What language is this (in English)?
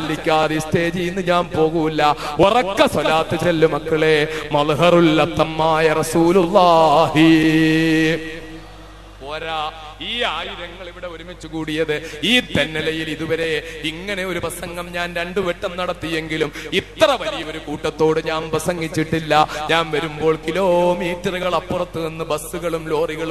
Malayalam